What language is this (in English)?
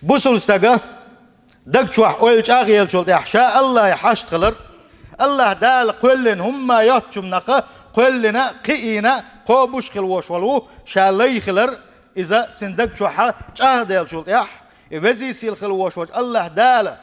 Chechen